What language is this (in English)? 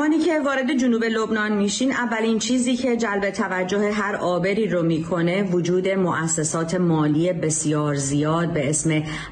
Persian